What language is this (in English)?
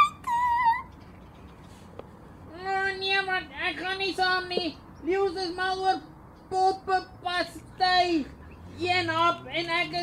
Afrikaans